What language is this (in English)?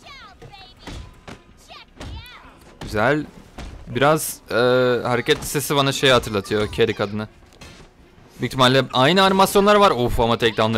Turkish